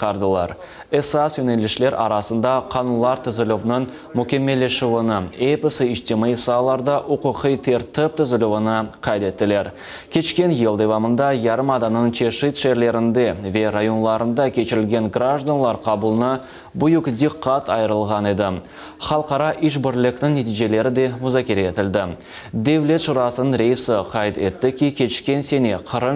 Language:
Crimean Tatar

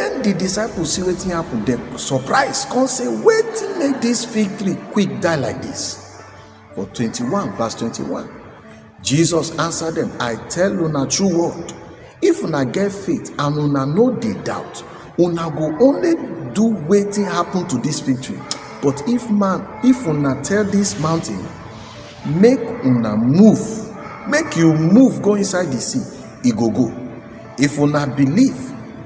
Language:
Nigerian Pidgin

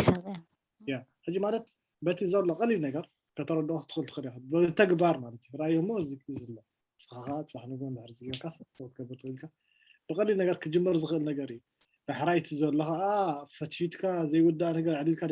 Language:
Tigrinya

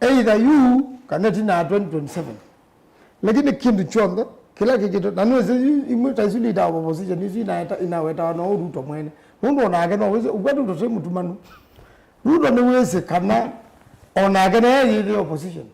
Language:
Kamba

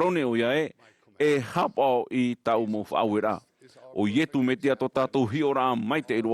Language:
Tahitian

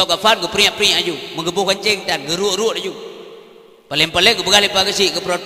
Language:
Achinese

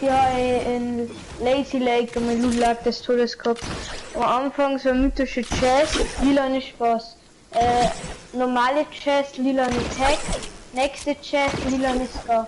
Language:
Bavarian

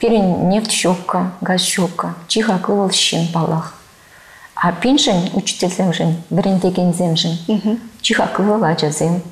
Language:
Chuvash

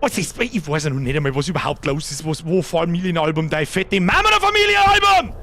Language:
Bavarian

